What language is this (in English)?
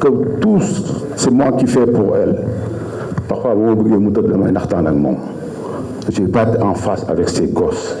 Wolof